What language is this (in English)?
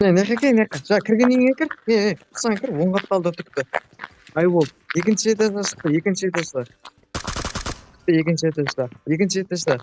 Kara-Kalpak